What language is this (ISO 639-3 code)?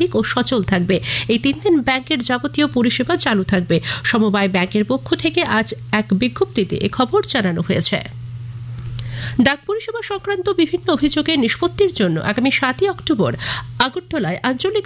ben